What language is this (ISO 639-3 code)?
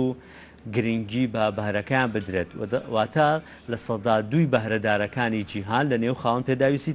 ckb